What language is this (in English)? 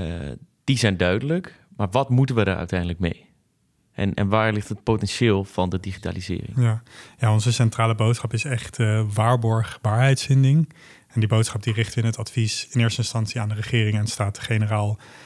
Dutch